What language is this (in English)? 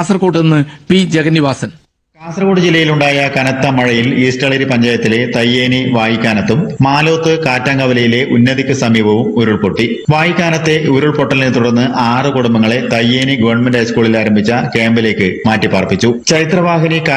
Malayalam